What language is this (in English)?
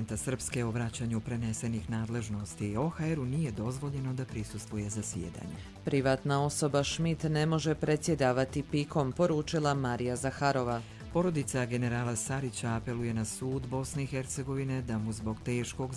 Croatian